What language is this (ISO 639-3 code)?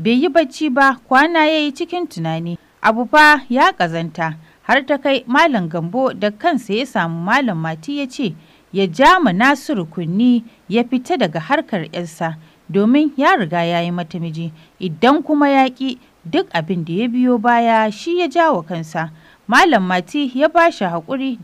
hau